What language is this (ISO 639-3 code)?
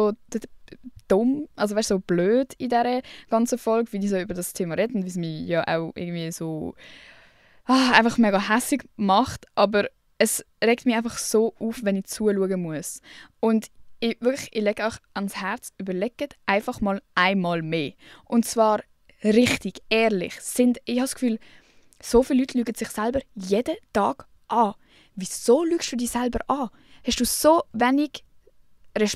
gsw